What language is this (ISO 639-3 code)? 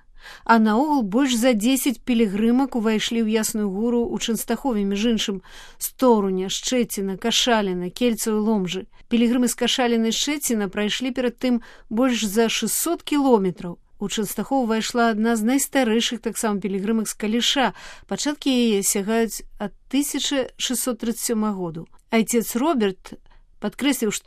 bel